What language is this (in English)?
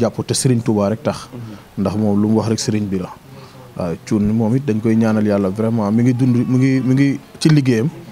Wolof